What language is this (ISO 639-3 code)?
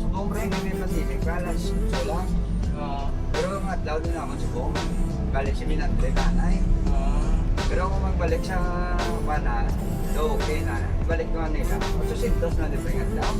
hil